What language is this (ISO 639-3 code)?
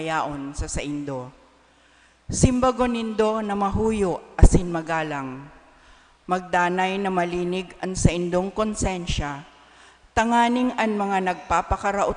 bik